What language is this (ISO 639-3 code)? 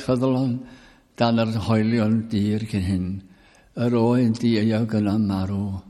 cym